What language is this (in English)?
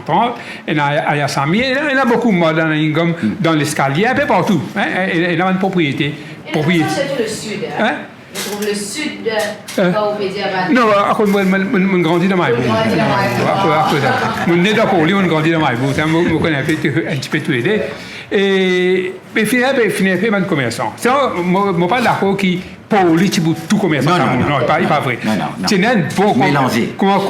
Morisyen